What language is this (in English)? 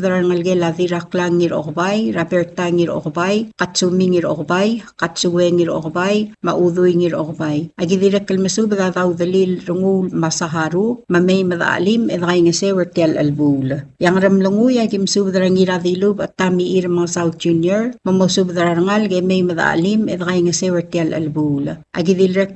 Palauan